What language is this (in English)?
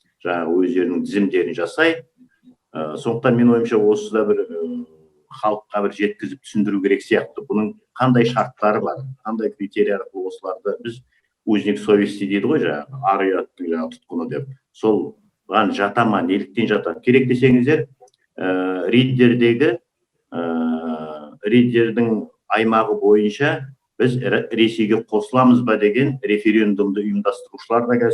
Kazakh